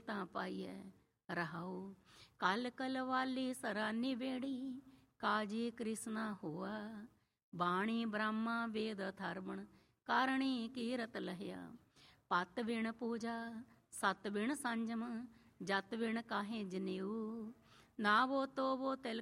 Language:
Punjabi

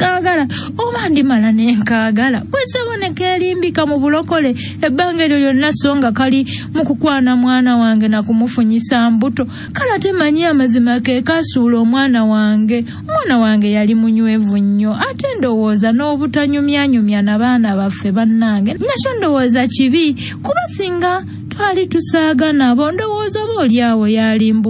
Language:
Ganda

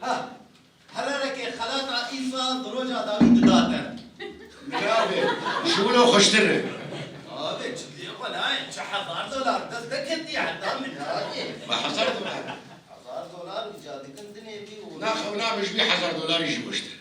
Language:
Kurdish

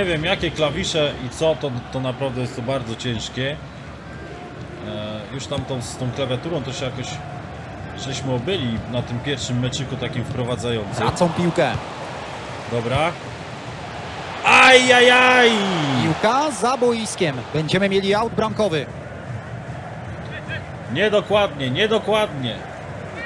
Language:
Polish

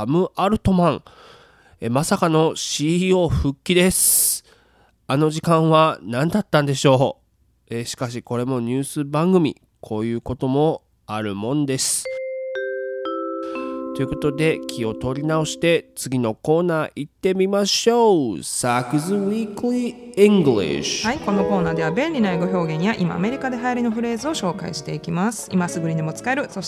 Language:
Japanese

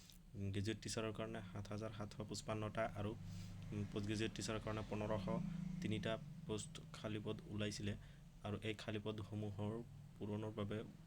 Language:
Assamese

